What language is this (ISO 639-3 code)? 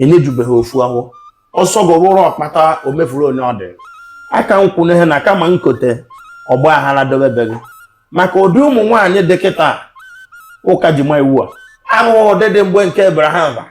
ibo